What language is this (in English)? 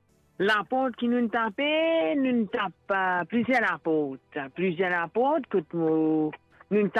Morisyen